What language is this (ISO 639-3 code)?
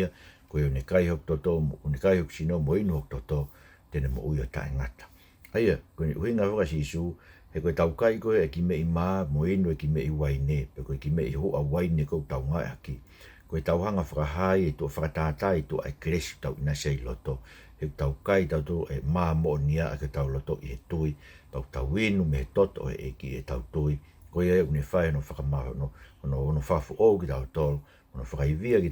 ton